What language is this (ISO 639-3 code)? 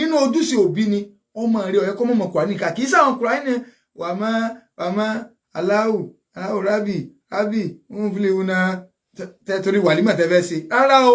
yor